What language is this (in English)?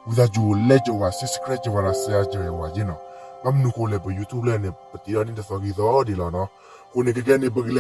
S'gaw Karen